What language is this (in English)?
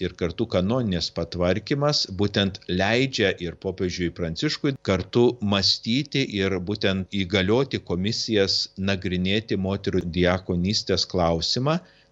Lithuanian